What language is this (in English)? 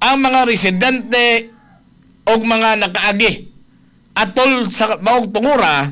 Cebuano